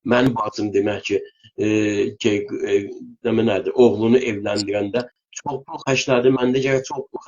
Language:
South Azerbaijani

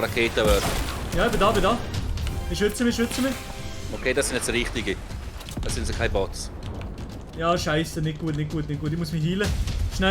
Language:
Swiss German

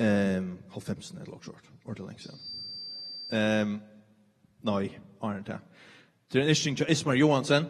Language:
Faroese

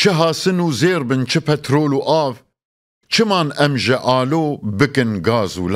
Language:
Kurdish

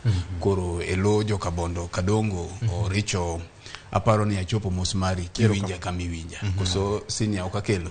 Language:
Luo (Kenya and Tanzania)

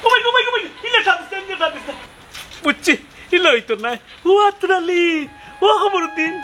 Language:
Sylheti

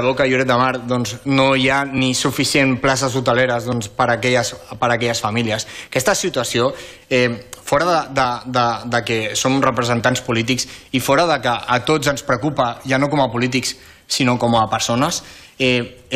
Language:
Catalan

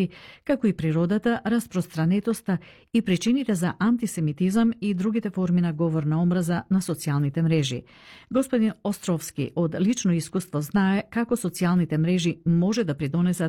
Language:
Macedonian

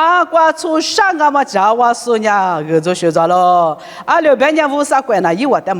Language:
Lisu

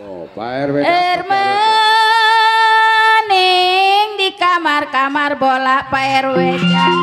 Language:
Betawi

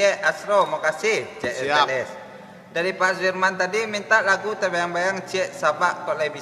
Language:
Minangkabau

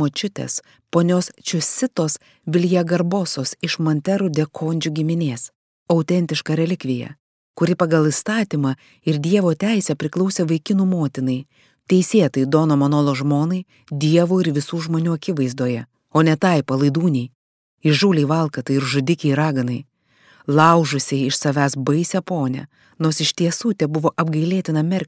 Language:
Lithuanian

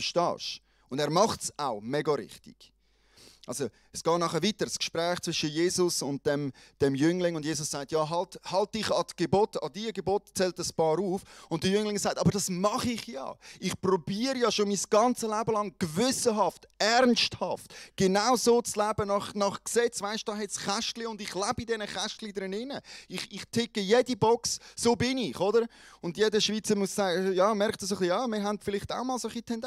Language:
Swiss German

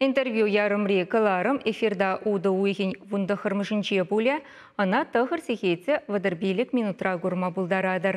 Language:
Chuvash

